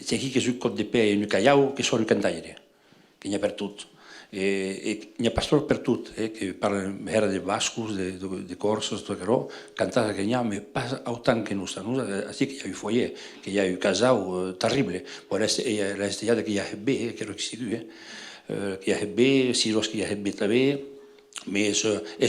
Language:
Occitan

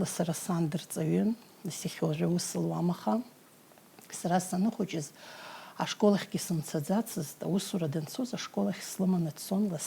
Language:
Abkhazian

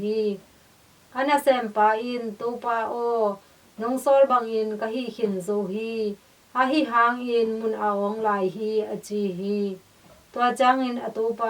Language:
Tedim Chin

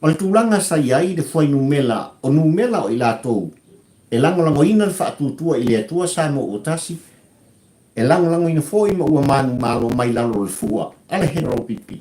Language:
Samoan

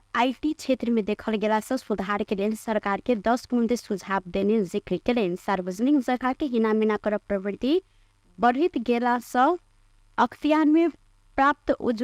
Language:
Maithili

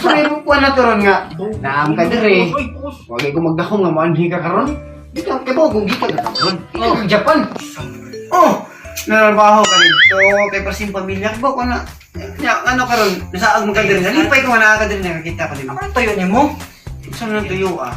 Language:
Cebuano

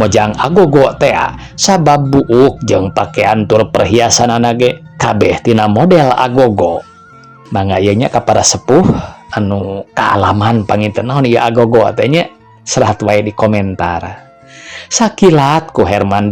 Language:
Sundanese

